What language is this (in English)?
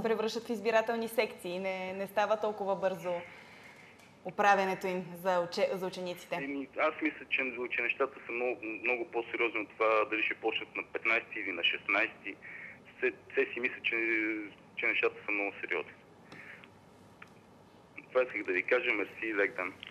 Bulgarian